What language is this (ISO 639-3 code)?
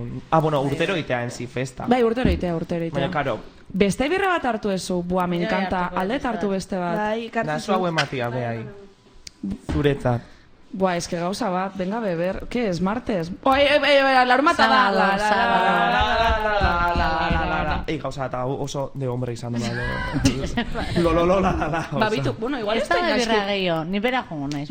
eus